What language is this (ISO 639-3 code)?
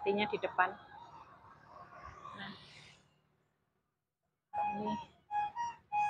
ind